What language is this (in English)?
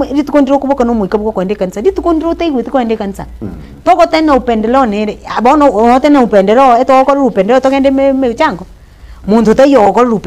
Gusii